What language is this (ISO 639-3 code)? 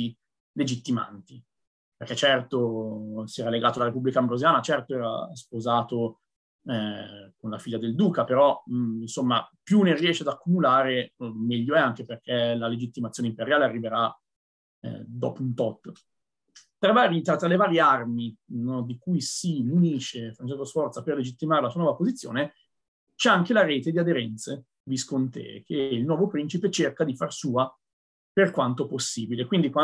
ita